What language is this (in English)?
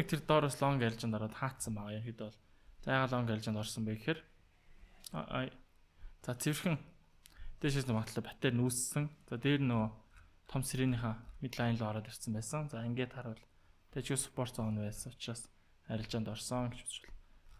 Mongolian